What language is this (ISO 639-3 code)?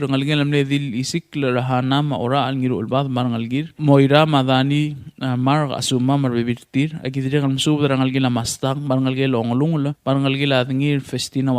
pau